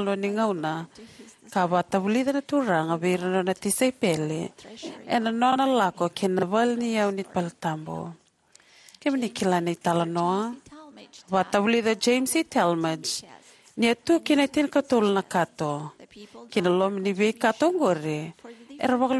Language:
Fijian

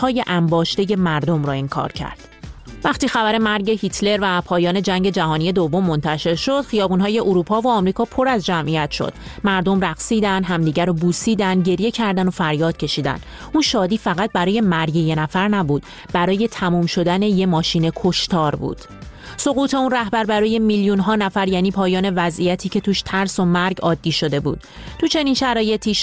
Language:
Persian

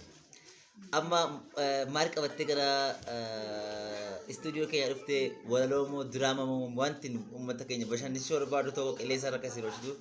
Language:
Oromo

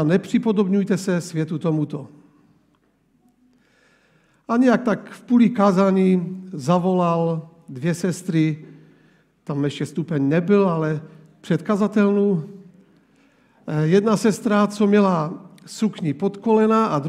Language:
Czech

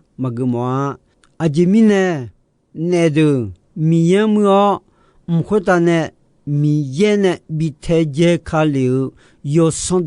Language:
Akha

